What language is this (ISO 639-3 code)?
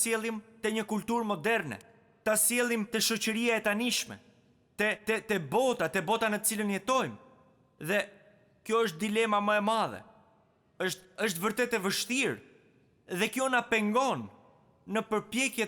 sqi